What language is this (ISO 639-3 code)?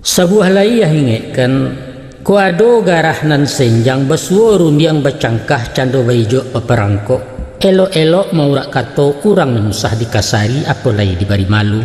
min